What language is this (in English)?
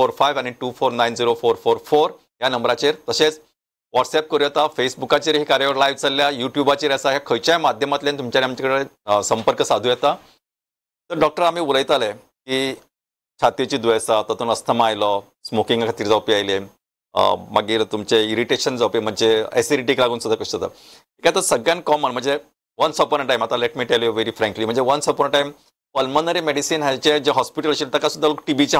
Konkani